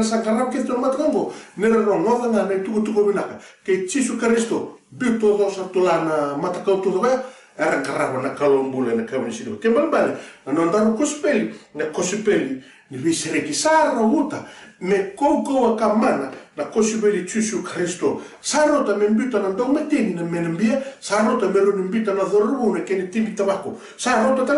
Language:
Fijian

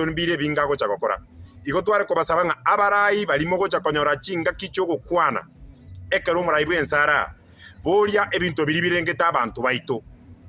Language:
Gusii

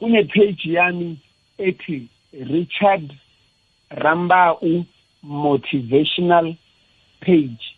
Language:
South Ndebele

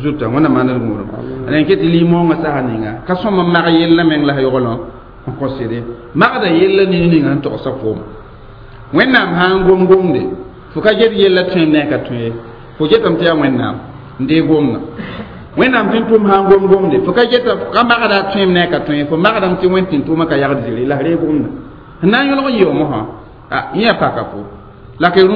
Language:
Mossi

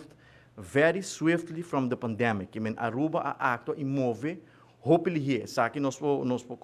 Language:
Papiamento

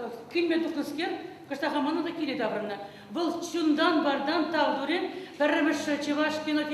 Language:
Chuvash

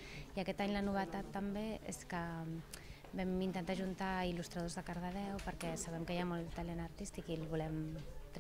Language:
Catalan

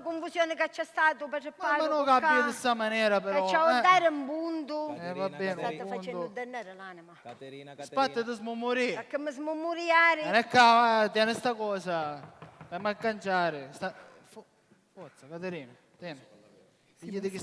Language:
Sicilian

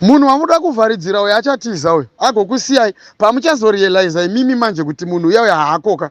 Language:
Shona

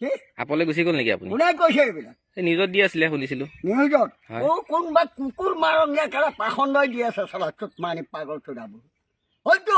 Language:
Assamese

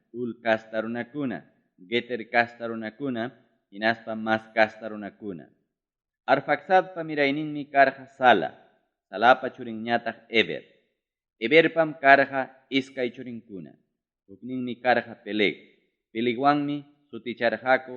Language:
Ayacucho Quechua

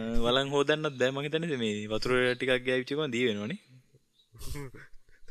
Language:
Sinhala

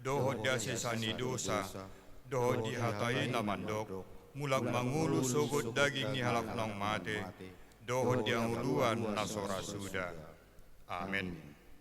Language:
Batak Toba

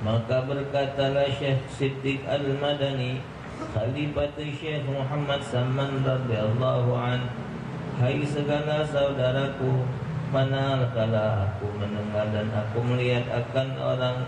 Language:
Musi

